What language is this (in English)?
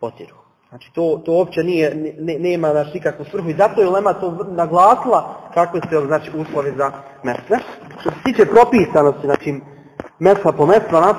Bosnian